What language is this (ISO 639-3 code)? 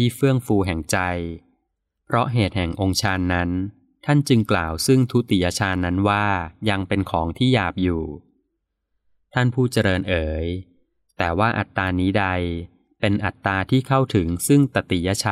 tha